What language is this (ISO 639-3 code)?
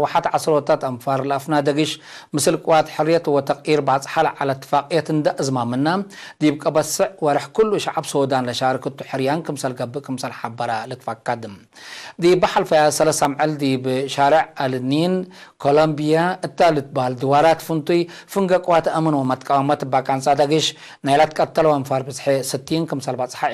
tig